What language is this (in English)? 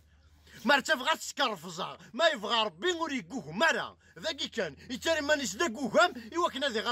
Kabyle